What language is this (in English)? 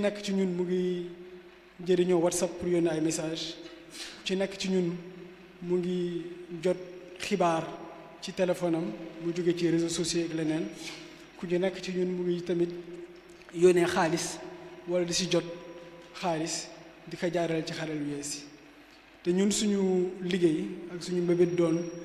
Wolof